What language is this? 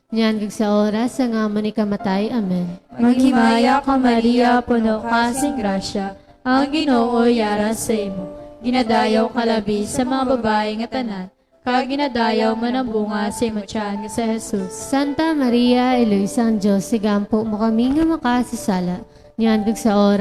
Hiligaynon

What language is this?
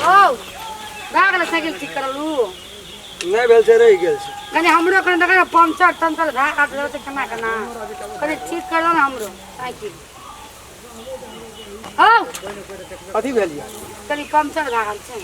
Maithili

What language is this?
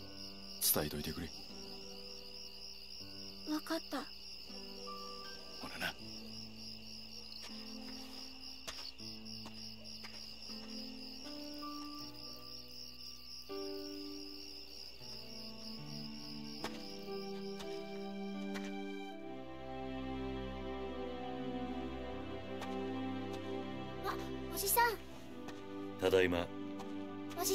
Japanese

